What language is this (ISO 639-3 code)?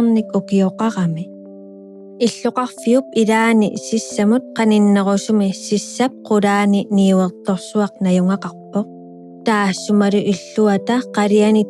kal